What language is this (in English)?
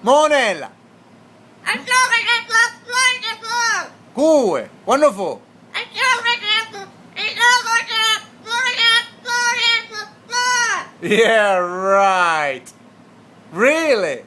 Sicilian